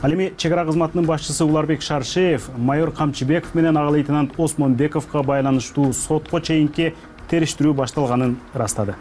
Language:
Kyrgyz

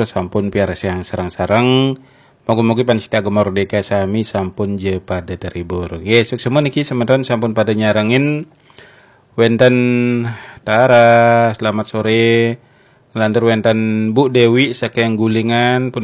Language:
Balinese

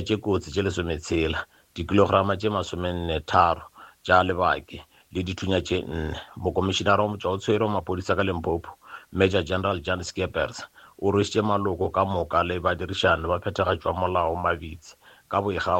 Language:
Northern Sotho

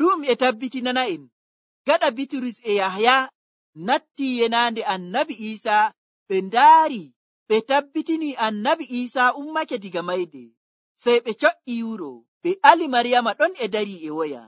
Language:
Nigerian Fulfulde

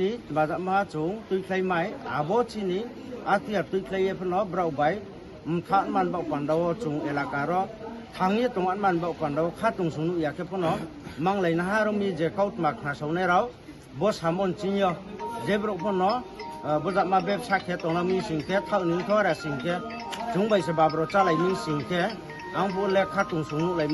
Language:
Kok Borok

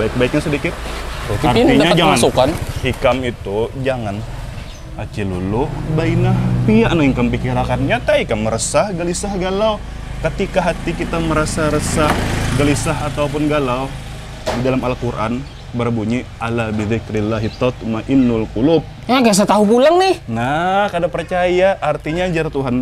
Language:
Banjar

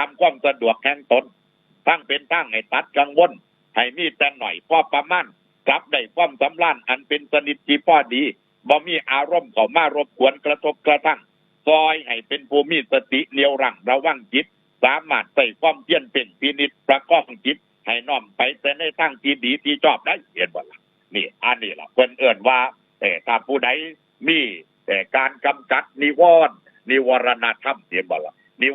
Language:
Northeastern Thai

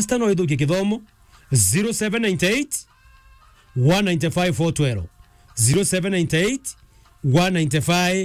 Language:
Meru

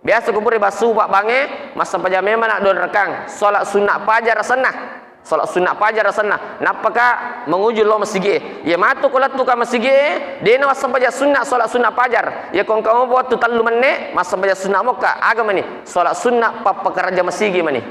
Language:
Buginese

